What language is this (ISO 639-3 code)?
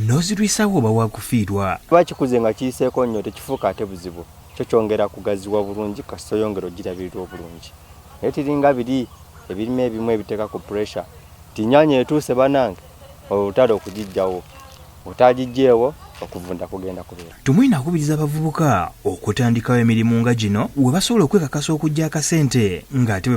lug